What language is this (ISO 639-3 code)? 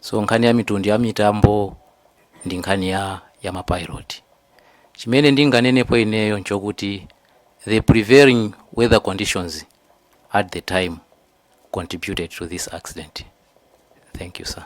nya